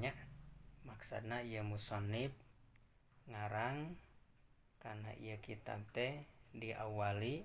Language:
Sundanese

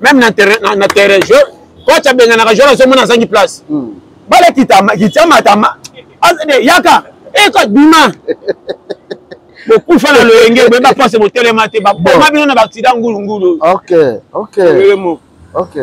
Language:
Lingala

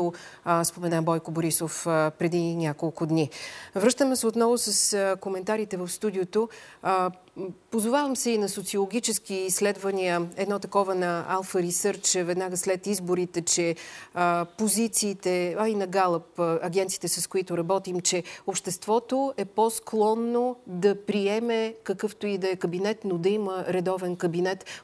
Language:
Bulgarian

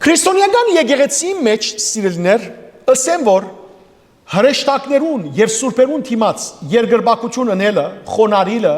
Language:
Western Armenian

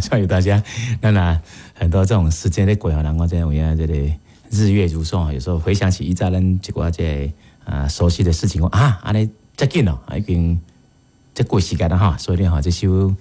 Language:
Min Nan Chinese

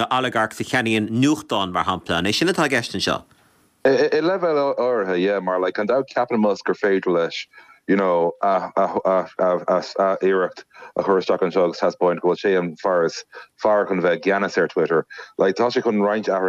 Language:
Irish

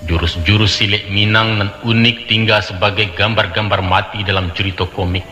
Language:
Minangkabau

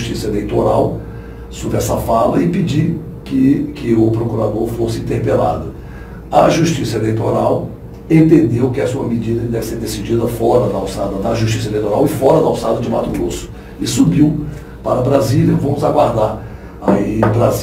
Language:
Portuguese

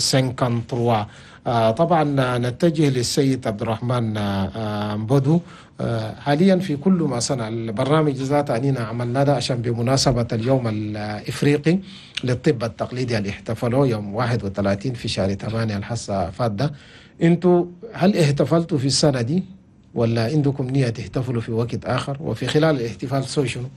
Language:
Chadian Arabic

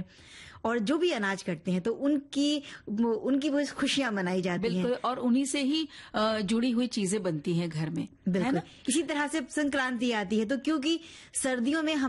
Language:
Hindi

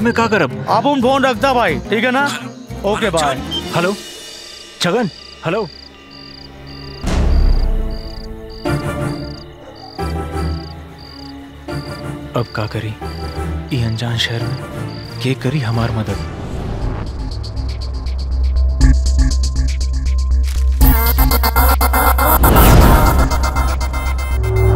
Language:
Bhojpuri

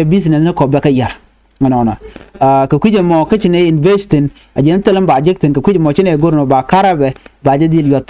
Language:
Nuer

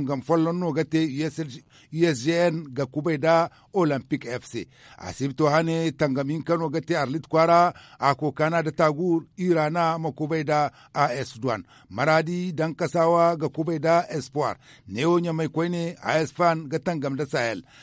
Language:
Zarma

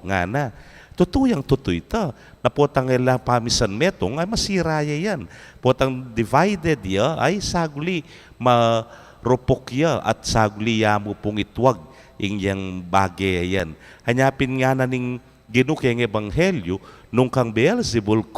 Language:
Pampanga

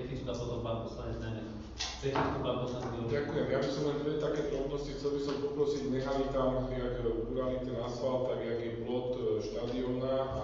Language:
Slovak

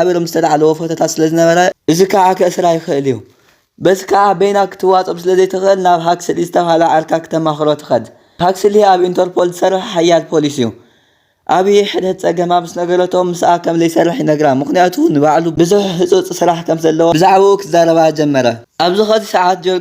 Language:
Tigrinya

